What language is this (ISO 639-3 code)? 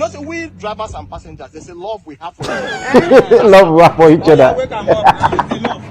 pcm